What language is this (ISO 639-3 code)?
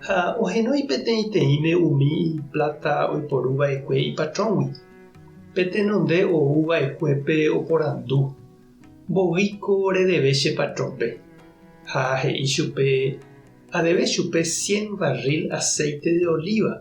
grn